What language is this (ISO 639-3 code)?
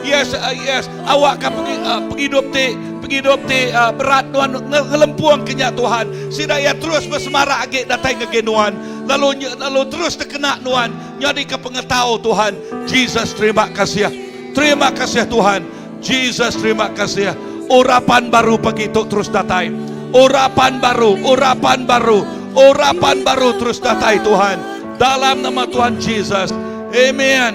iba